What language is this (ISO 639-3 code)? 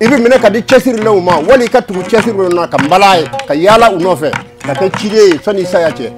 bam